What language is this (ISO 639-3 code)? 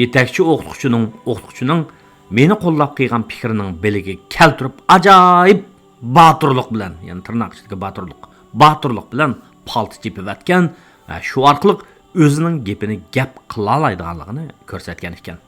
uig